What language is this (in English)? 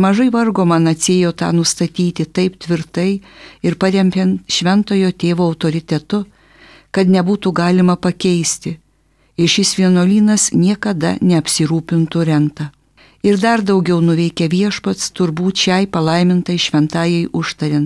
Lithuanian